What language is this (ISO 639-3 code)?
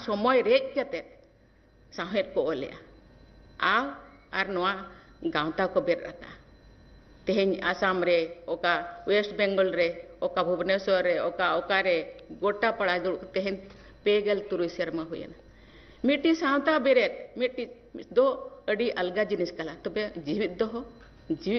sat